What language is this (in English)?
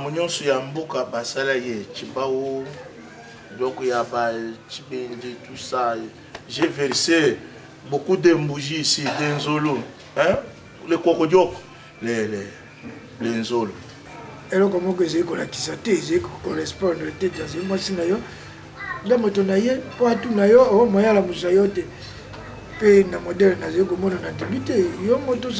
Lingala